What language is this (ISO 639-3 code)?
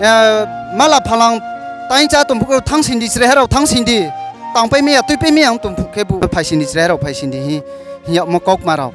ria